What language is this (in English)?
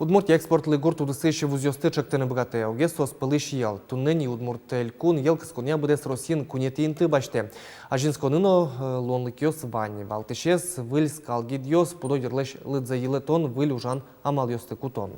Udmurt